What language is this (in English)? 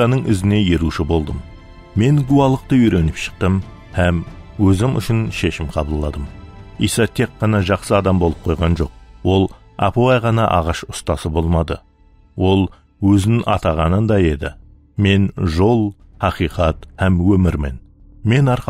Kara-Kalpak